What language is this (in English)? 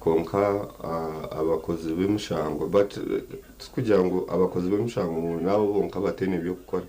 Nyankole